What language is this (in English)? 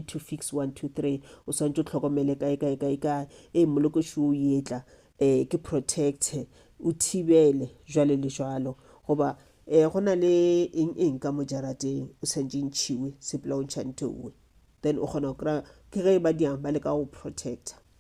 Northern Sotho